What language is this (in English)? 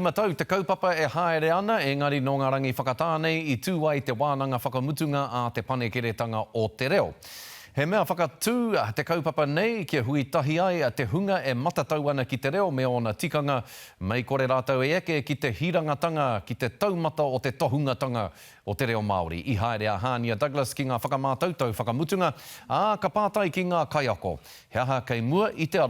Māori